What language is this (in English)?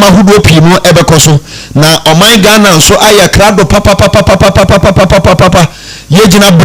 Akan